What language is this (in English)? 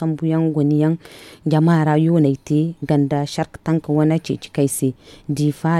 Zarma